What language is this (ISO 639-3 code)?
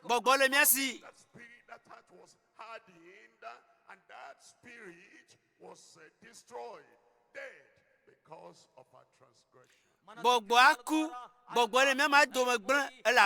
ewe